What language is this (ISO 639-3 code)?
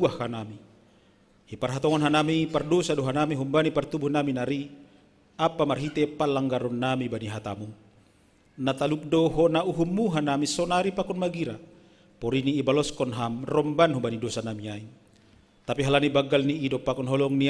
bts